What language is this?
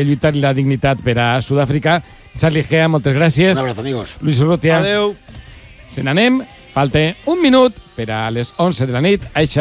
Catalan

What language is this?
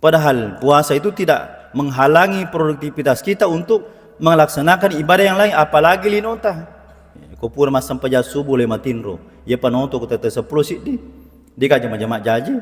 Buginese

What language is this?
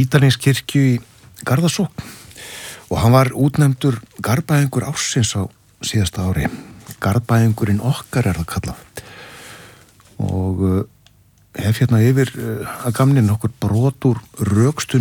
Icelandic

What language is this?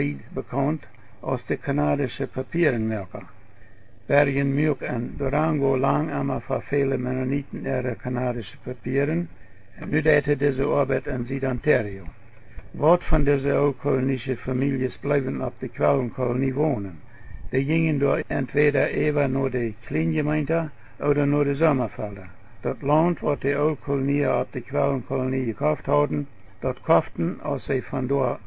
Plautdietsch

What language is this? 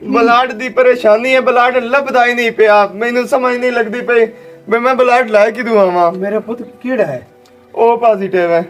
Western Panjabi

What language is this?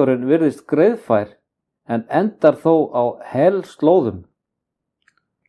Icelandic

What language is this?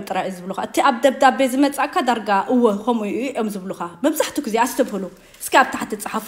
Tigrinya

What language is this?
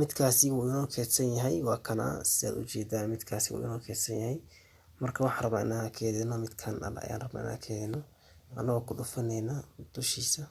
Somali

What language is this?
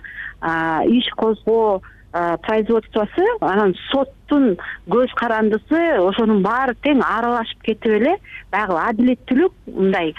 Kyrgyz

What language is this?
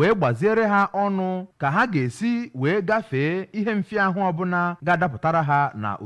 Igbo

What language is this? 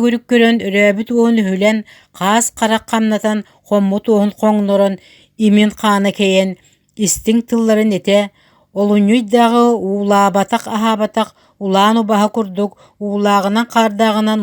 Yakut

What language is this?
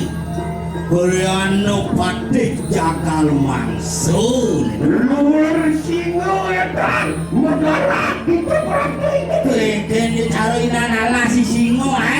Balinese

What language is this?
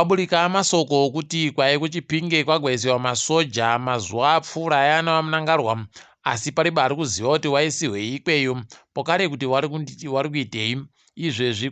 Ndau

